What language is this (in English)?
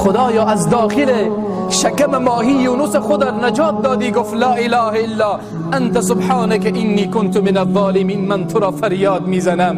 Tajik